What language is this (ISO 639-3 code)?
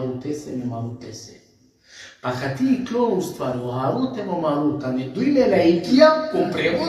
rmn